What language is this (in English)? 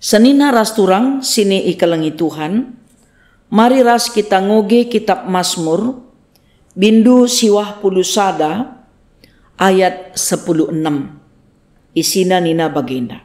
Batak Karo